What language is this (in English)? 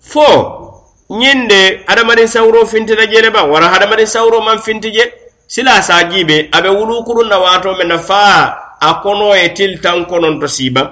Mandingo